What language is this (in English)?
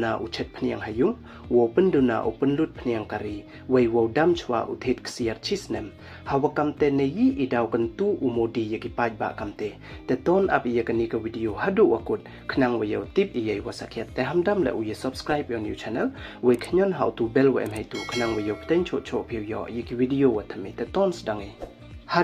Pnar